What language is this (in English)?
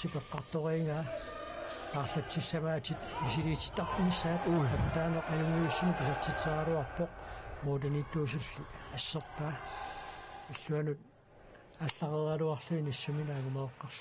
Kalaallisut